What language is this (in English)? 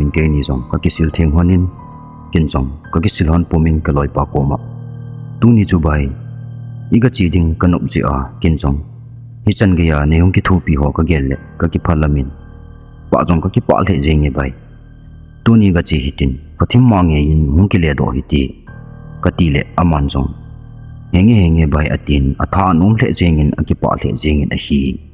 Thado Chin